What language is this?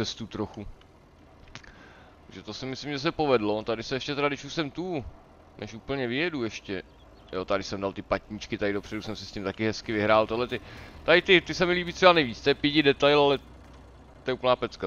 Czech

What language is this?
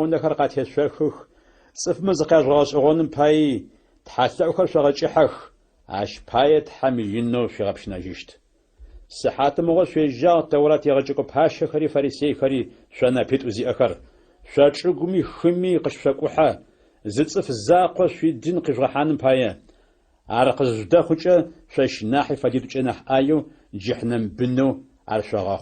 Adyghe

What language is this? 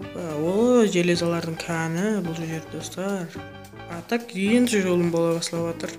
Kara-Kalpak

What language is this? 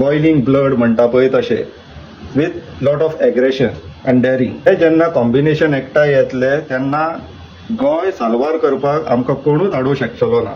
Konkani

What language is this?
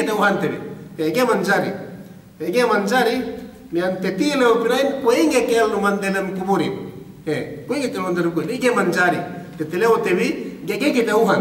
Yakan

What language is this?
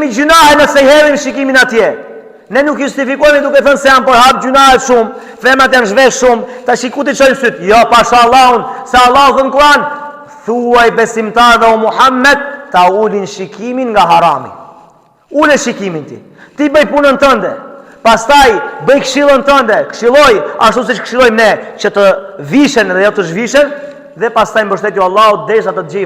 Albanian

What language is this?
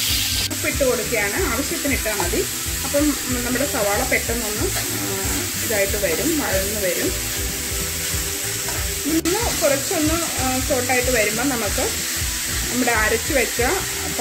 Malayalam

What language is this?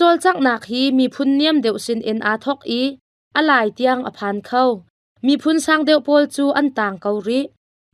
Hakha Chin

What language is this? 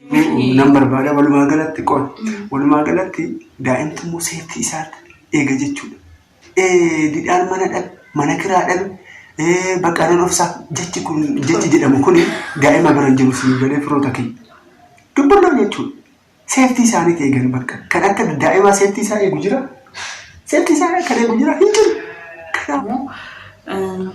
Oromo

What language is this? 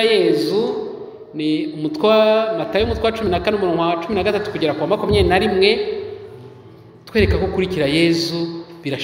Kinyarwanda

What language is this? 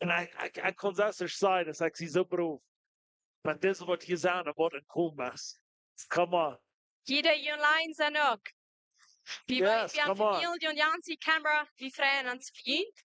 Plautdietsch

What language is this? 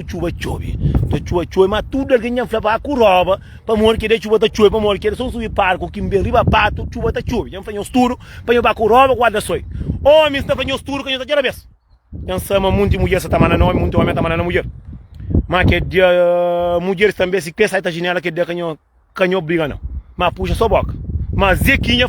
Kabuverdianu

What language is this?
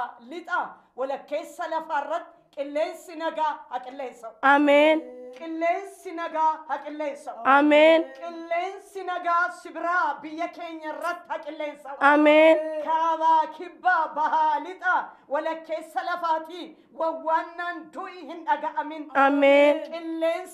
Oromo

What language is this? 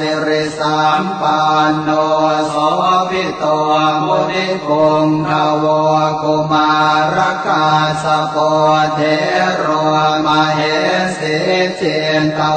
Pali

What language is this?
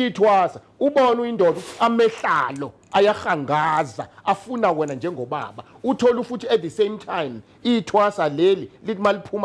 Zulu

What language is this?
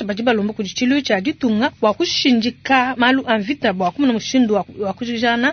Luba-Lulua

